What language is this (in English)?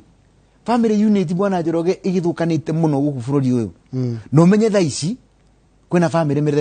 Kikuyu